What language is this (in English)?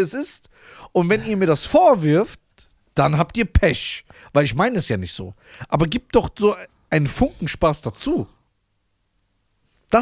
German